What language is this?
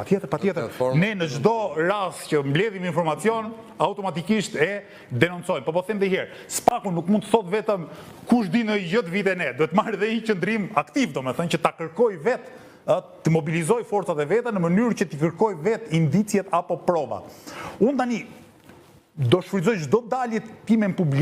Albanian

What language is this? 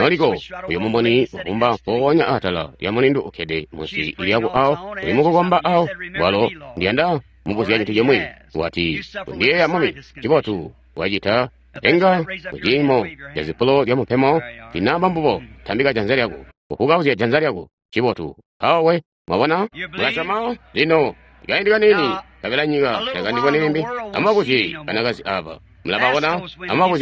Tonga (Zambia)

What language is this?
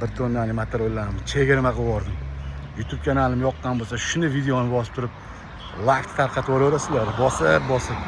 Uzbek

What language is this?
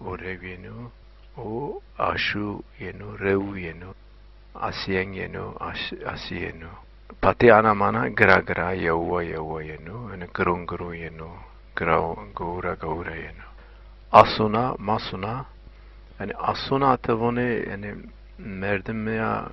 Zaza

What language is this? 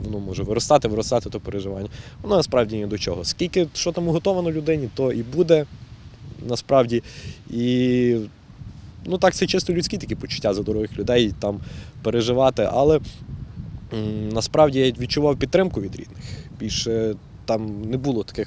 Ukrainian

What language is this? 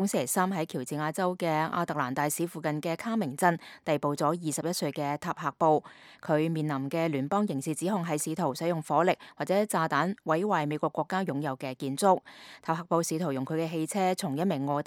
Cantonese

